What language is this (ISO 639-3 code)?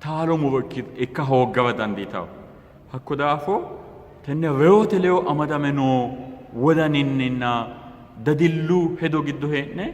sid